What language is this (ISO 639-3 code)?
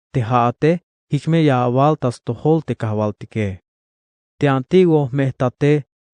tzh